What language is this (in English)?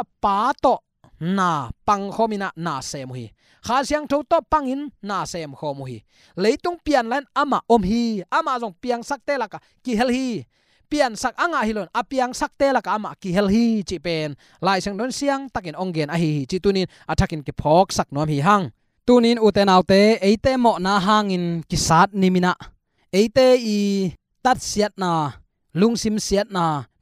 Tedim Chin